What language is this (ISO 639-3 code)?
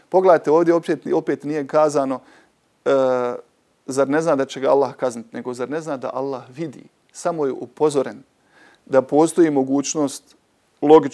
bos